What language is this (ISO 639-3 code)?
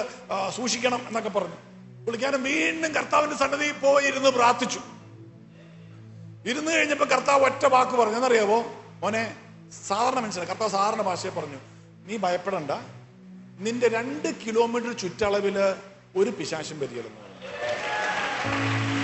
mal